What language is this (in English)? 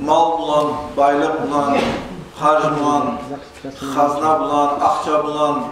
Kumyk